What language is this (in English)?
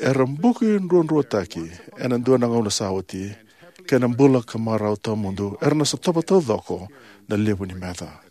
Fijian